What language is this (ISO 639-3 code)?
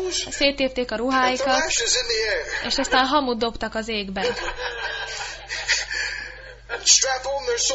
hun